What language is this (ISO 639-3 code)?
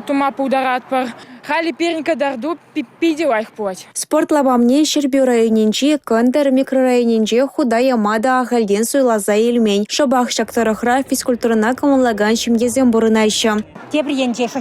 chv